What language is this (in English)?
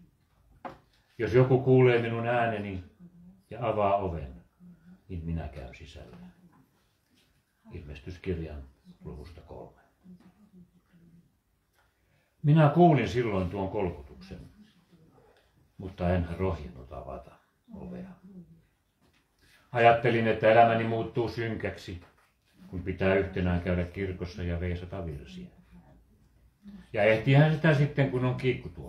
Finnish